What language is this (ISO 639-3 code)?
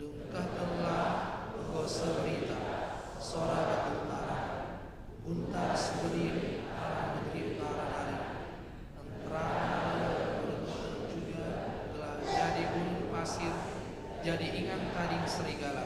btx